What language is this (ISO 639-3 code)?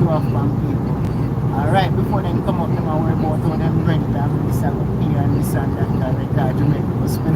jam